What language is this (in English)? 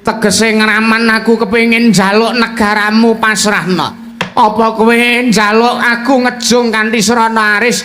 Javanese